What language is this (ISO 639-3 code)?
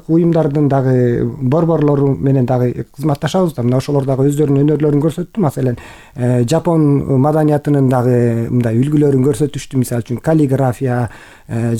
kir